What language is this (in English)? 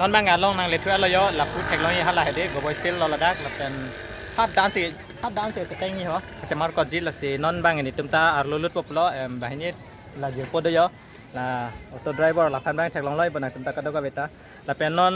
Karbi